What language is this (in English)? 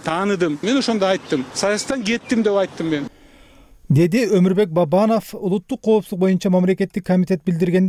Kyrgyz